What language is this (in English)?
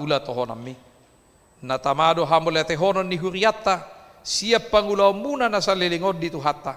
Batak Toba